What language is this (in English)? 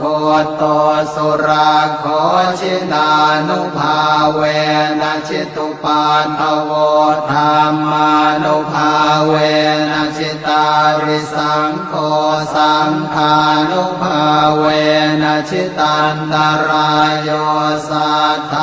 Pali